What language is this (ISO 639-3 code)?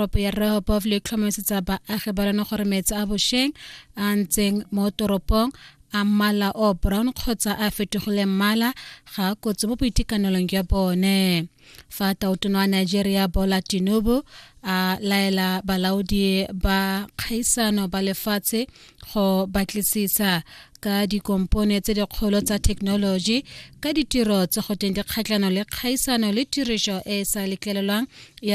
tsn